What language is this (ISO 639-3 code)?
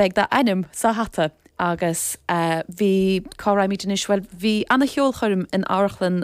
gle